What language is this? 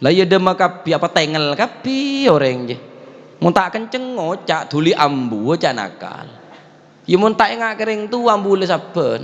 Madurese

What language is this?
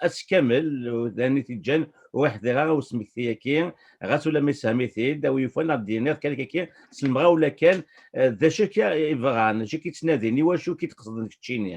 Kabyle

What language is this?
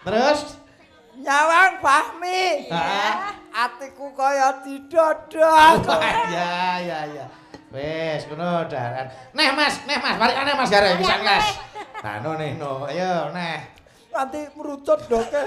Javanese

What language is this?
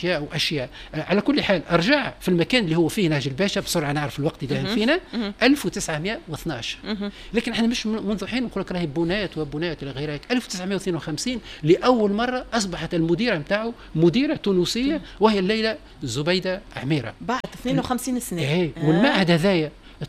Tunisian Arabic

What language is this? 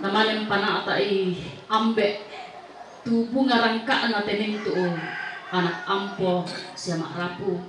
Toraja-Sa'dan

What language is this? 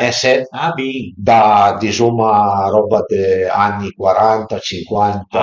Piedmontese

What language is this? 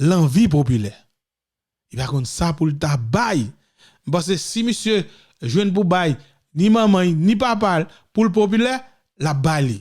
Haitian Creole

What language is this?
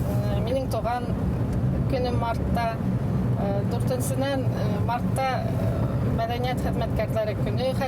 Bashkir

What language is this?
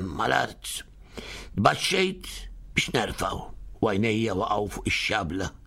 Maltese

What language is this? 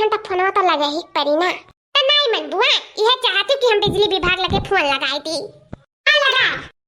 Awadhi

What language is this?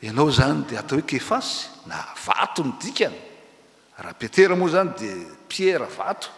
Malagasy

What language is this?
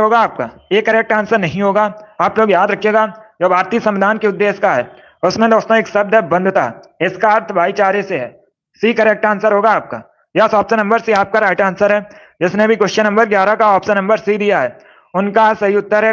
Hindi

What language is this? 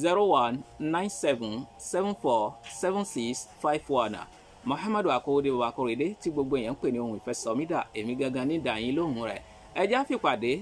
Yoruba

